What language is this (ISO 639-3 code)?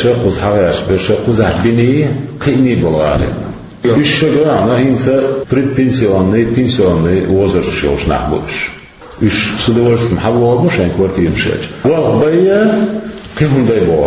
che